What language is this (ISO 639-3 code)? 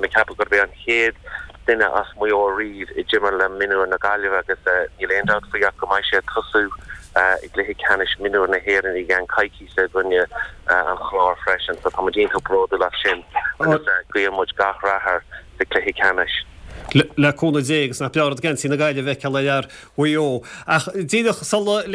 gle